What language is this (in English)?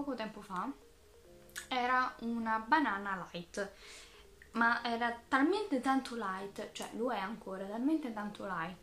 Italian